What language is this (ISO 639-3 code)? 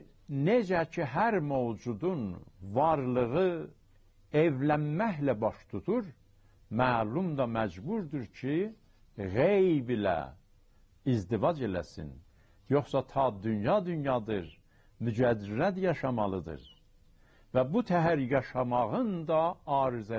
azb